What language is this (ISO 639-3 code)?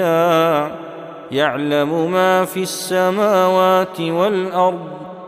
ara